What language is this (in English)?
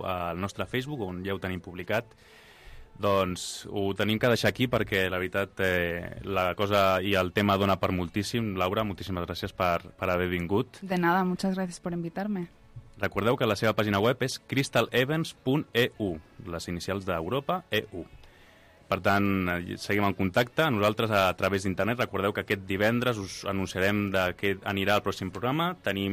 Catalan